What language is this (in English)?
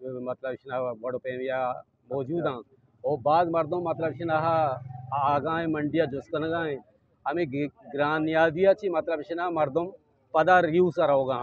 Eastern Balochi